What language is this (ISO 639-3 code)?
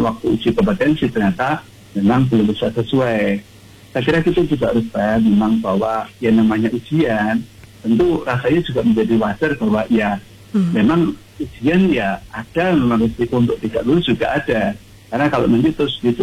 ind